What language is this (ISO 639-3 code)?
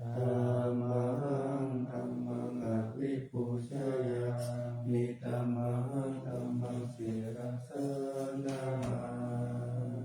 pli